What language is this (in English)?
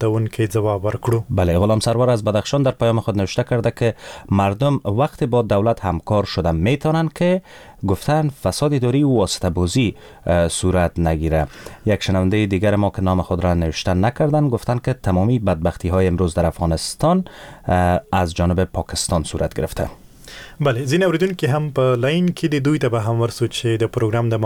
Persian